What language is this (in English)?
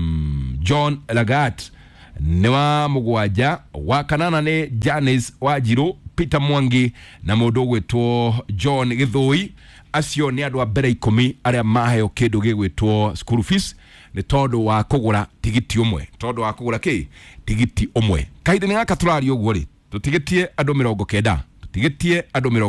Kikuyu